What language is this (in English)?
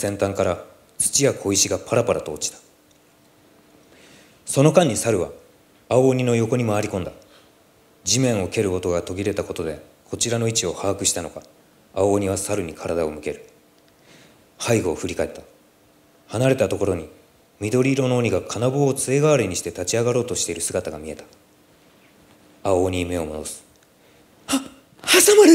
Japanese